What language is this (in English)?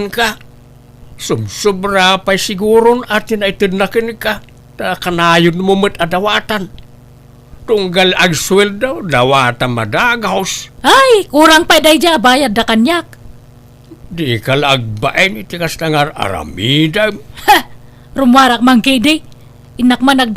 Iloko